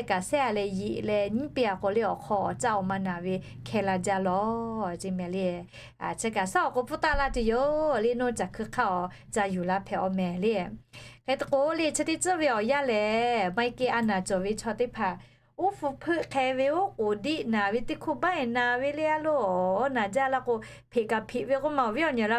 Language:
Lahu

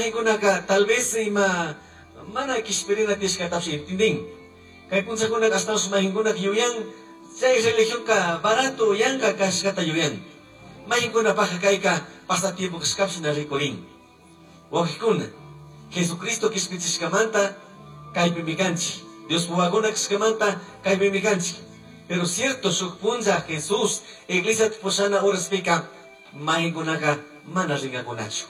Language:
Chimborazo Highland Quichua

